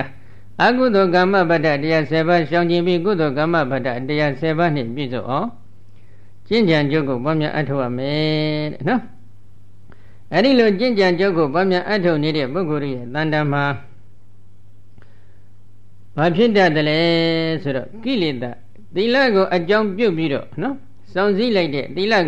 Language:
Burmese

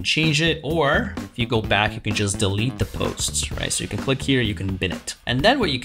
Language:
English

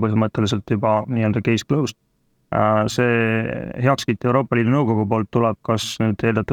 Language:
Estonian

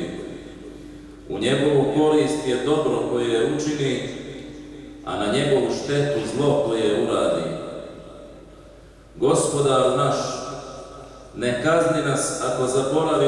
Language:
Bosnian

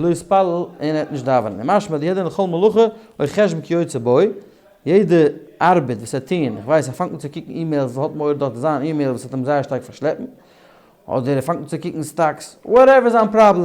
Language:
Yiddish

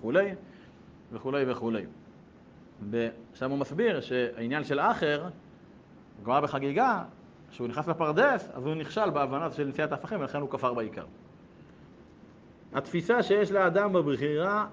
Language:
Hebrew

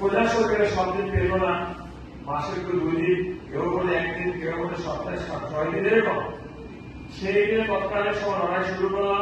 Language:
Kok Borok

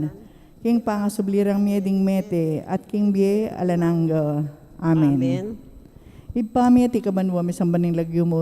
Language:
Pampanga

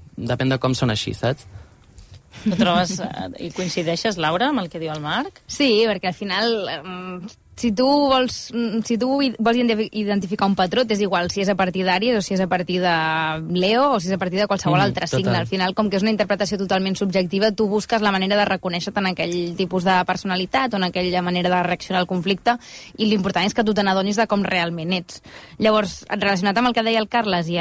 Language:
Catalan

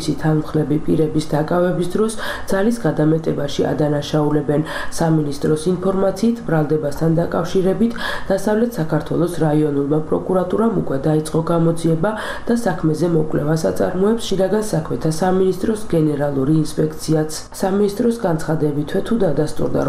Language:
Georgian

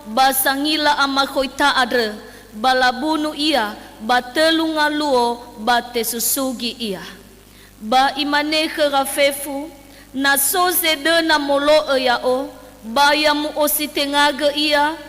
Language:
Nias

